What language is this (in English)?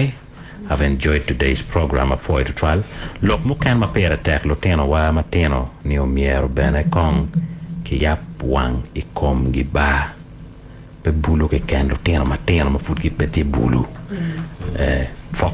Acoli